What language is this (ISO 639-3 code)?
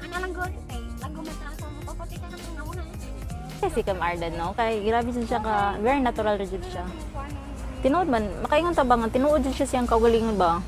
ceb